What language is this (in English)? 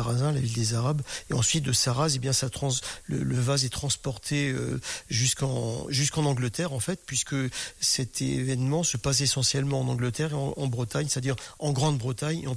French